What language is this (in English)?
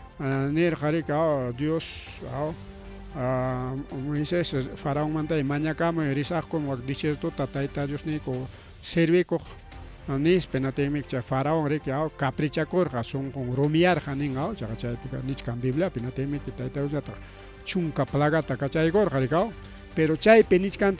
Ayacucho Quechua